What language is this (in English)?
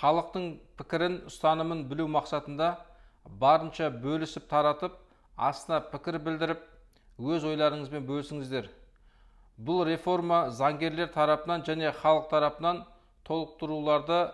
Kazakh